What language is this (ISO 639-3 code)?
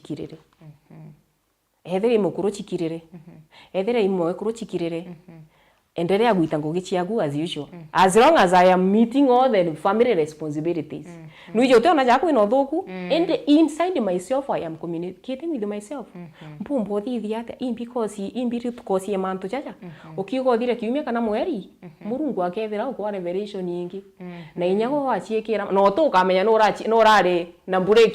mer